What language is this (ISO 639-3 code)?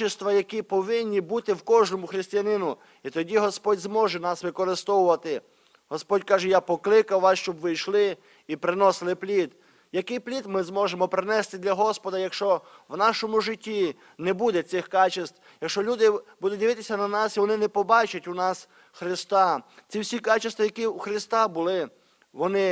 ukr